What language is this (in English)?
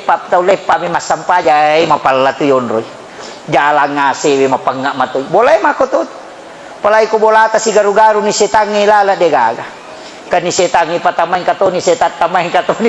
Buginese